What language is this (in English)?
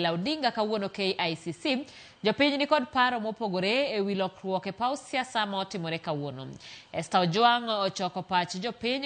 Luo (Kenya and Tanzania)